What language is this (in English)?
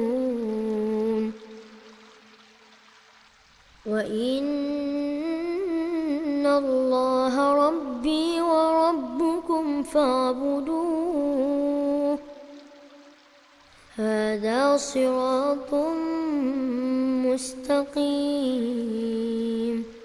Arabic